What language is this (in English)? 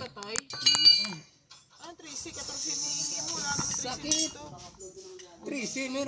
Filipino